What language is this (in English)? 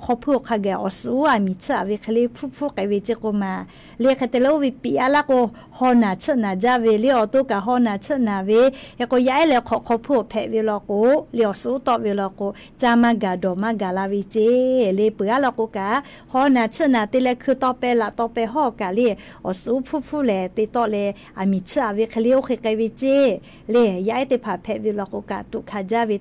Lahu